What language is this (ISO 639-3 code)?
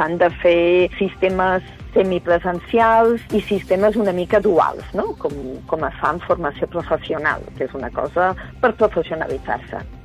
cat